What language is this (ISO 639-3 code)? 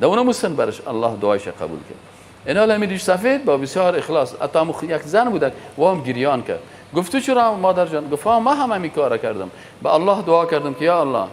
fas